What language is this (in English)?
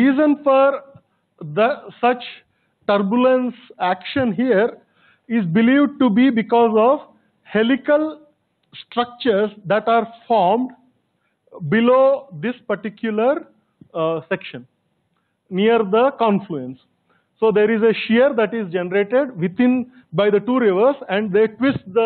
English